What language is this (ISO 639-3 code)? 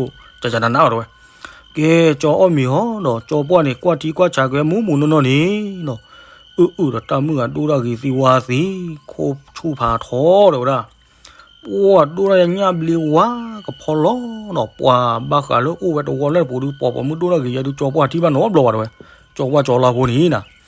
ksw